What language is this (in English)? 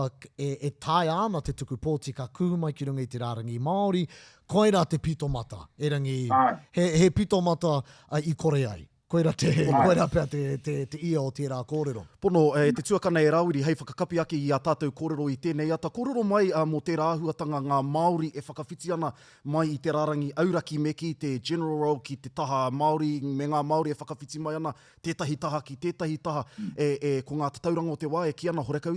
Māori